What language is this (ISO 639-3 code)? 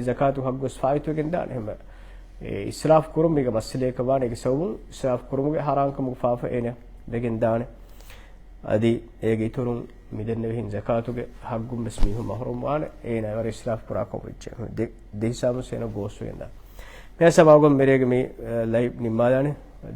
div